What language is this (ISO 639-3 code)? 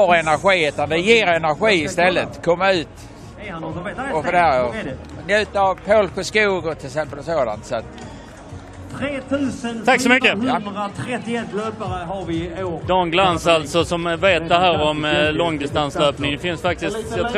swe